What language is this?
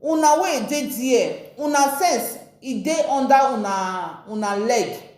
Nigerian Pidgin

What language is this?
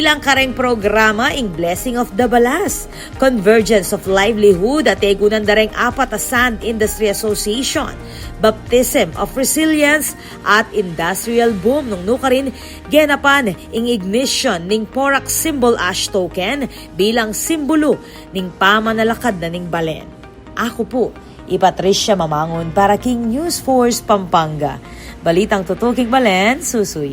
Pampanga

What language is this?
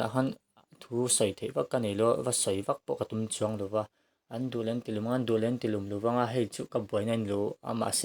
Mizo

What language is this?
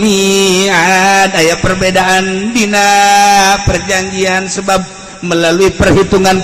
Sundanese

